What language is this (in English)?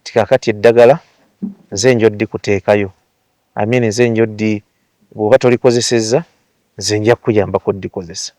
Ganda